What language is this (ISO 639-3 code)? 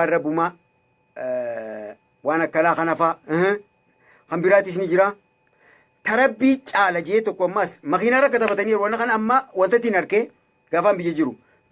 orm